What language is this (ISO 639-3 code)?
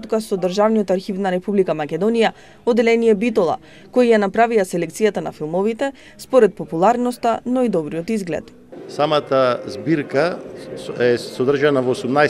mkd